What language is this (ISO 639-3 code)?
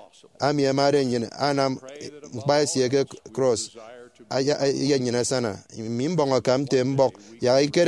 efi